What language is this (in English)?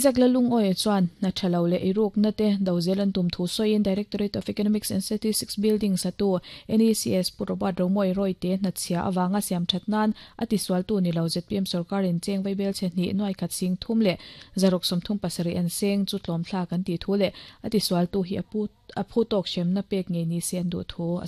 Mizo